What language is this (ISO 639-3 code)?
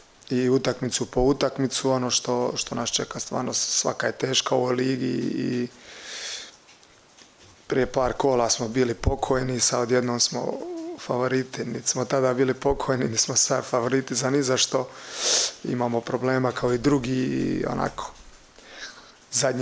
hrv